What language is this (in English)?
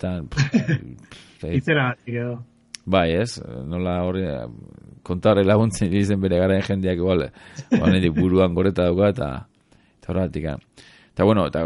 Basque